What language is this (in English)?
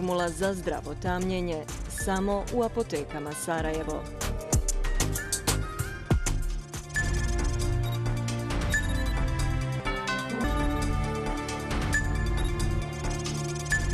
Bosnian